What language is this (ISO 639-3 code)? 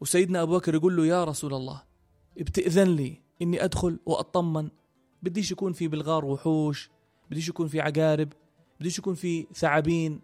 apc